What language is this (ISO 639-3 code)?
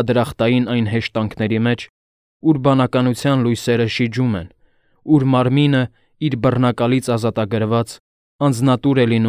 hye